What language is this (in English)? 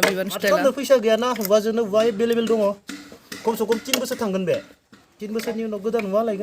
Bodo